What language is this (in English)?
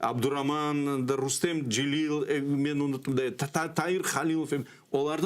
Crimean Tatar